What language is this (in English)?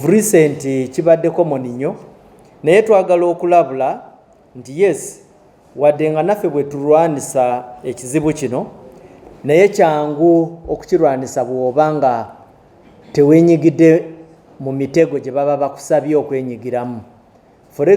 Ganda